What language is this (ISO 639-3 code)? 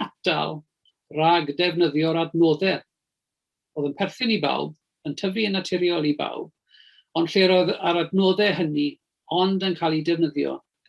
cym